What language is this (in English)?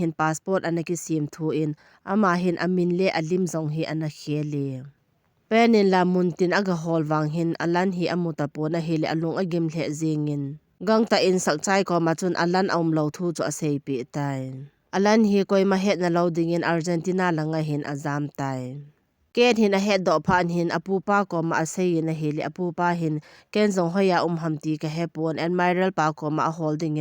Thado Chin